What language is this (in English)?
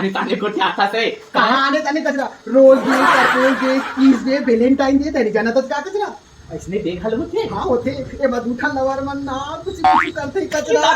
Chhattisgarhi